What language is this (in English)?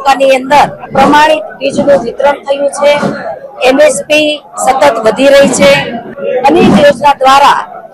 Gujarati